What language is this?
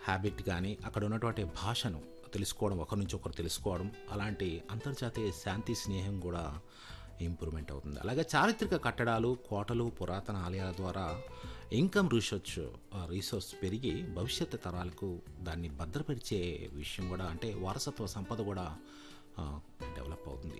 Telugu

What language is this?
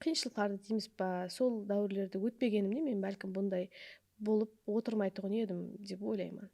Kara-Kalpak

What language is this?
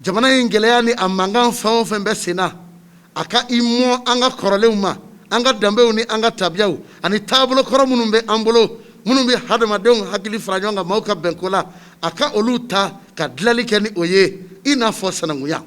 Bambara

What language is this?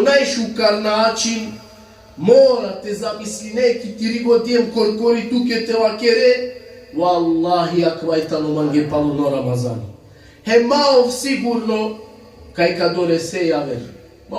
Balkan Romani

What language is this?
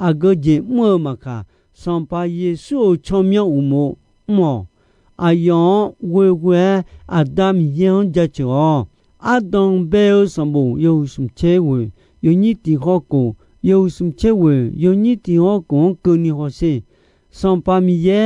Akha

